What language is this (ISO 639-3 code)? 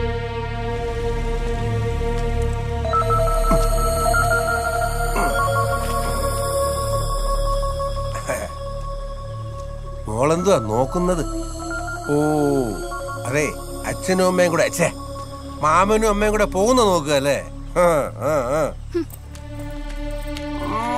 mal